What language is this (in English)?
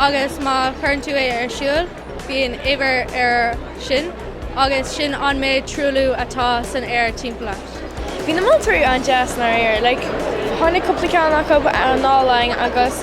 Irish